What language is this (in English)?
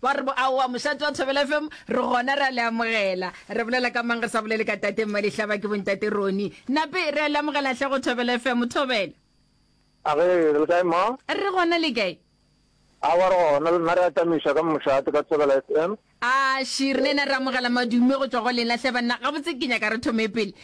Northern Sotho